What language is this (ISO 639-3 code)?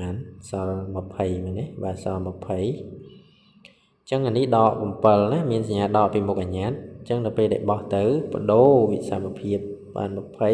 khm